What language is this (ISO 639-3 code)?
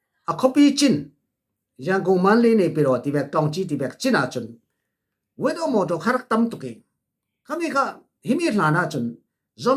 cfm